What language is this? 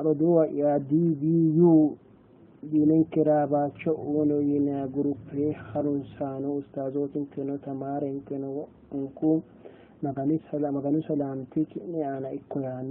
Sidamo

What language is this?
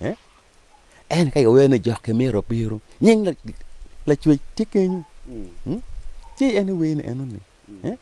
Acoli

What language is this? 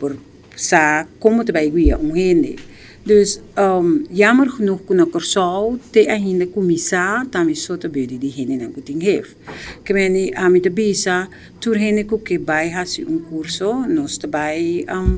Papiamento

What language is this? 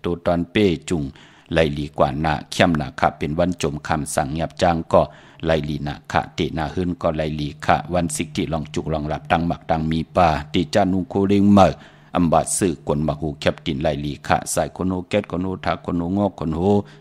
Shan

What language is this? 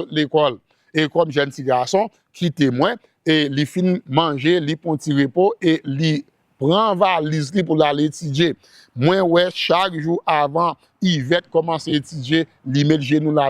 Haitian Creole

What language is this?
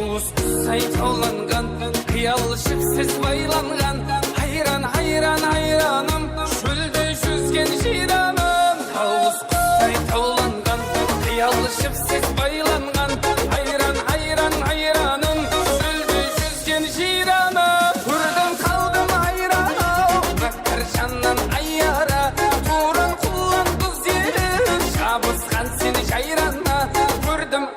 Kara-Kalpak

